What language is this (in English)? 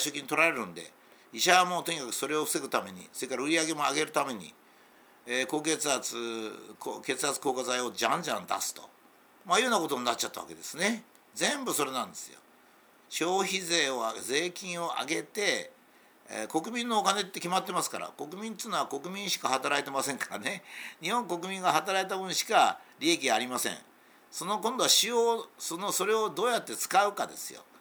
Japanese